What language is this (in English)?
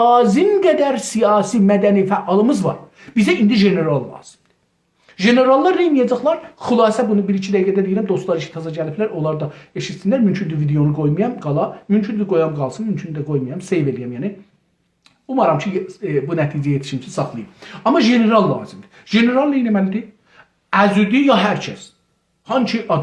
South Azerbaijani